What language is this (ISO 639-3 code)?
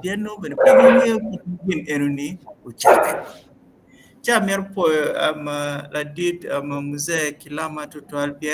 ach